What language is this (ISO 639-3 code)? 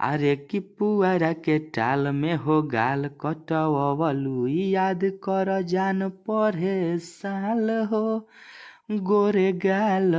bho